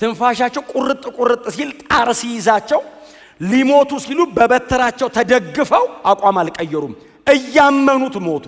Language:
Amharic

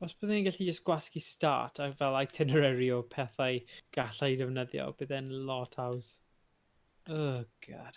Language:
Welsh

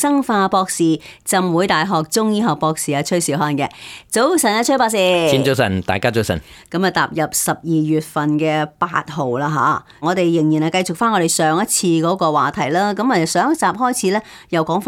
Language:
Cantonese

